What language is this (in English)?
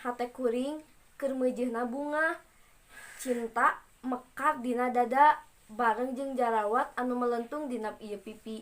Sundanese